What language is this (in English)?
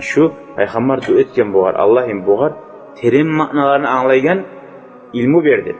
Kumyk